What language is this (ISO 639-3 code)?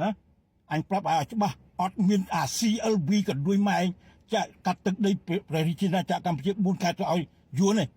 khm